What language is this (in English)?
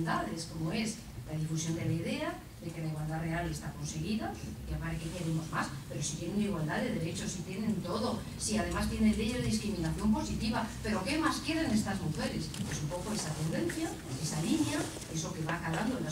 Spanish